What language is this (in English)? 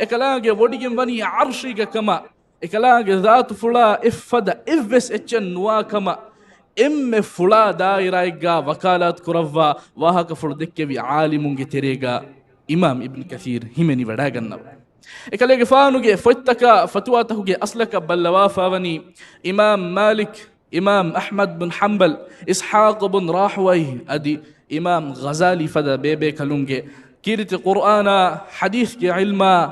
Divehi